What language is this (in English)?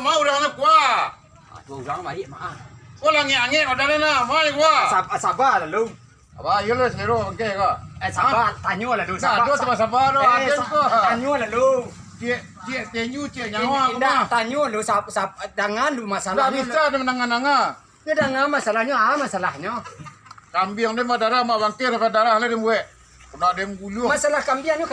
Minangkabau